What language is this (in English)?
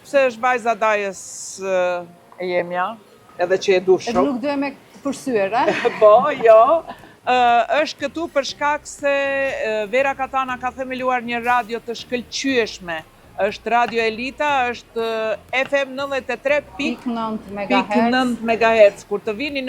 Albanian